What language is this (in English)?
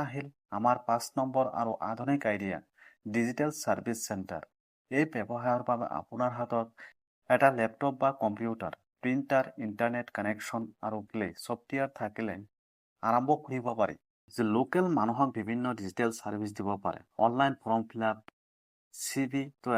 Assamese